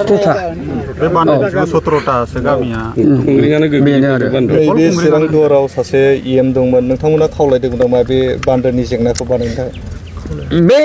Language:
Bodo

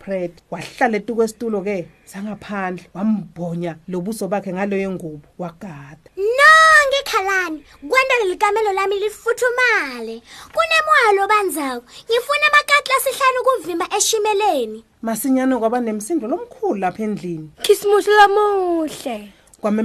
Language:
Swati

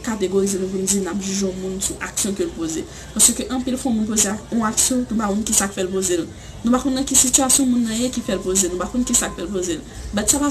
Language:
Haitian Creole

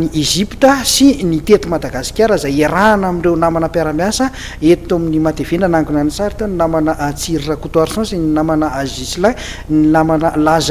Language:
Malagasy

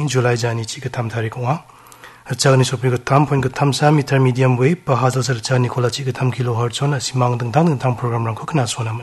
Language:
Garo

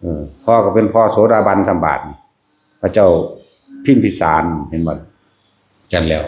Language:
Northeastern Thai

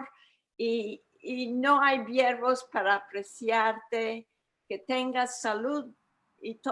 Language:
Ladino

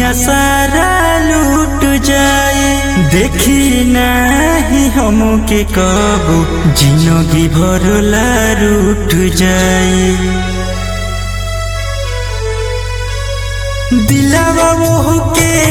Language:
Bhojpuri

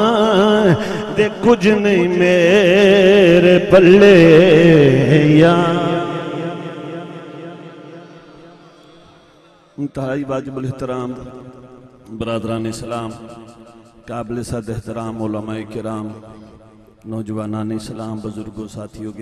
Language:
Urdu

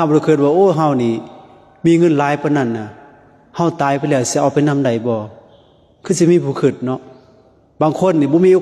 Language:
Lao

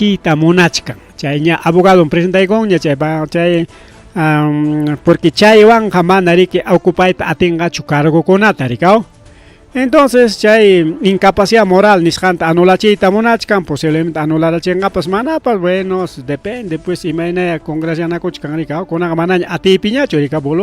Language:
Ayacucho Quechua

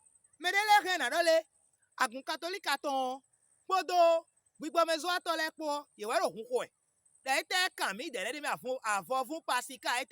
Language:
Fon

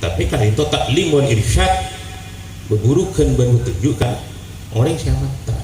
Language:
Madurese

